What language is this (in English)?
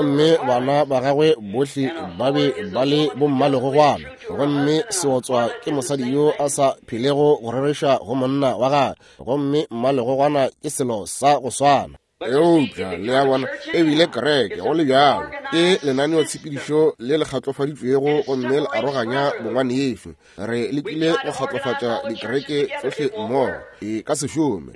Northern Sotho